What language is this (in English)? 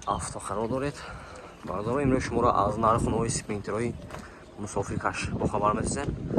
Tajik